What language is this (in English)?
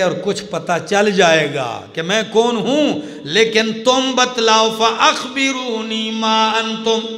Urdu